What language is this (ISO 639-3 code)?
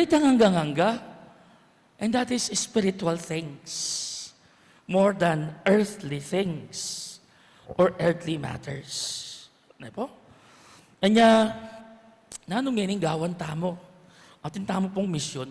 pam